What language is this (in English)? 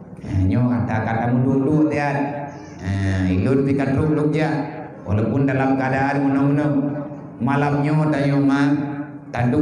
Achinese